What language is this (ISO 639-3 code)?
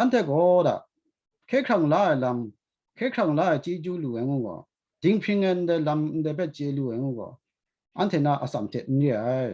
kac